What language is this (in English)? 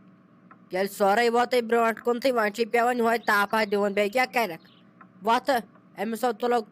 Kashmiri